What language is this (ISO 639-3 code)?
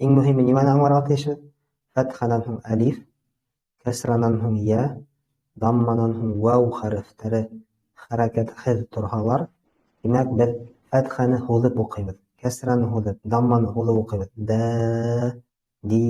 bak